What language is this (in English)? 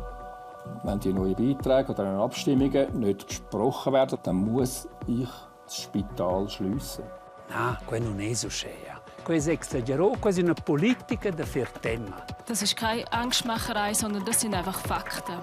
Romansh